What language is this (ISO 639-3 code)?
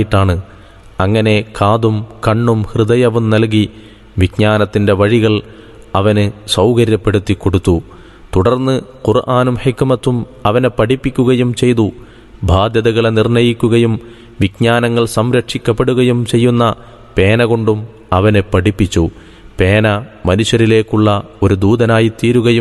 mal